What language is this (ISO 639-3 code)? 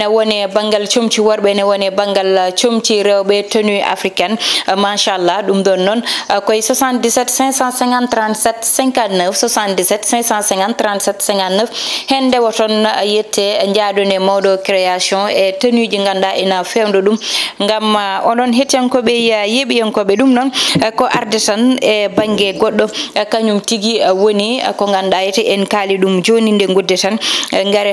ful